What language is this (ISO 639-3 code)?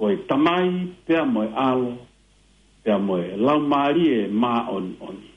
ton